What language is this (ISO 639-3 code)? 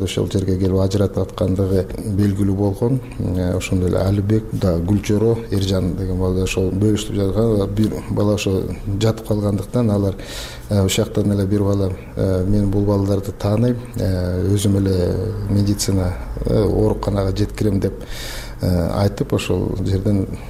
kir